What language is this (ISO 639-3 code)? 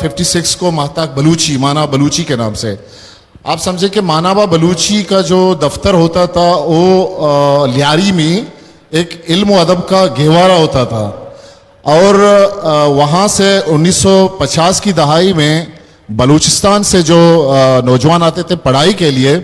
bgp